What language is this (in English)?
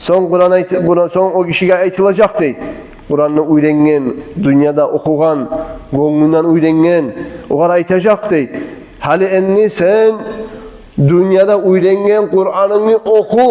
Kumyk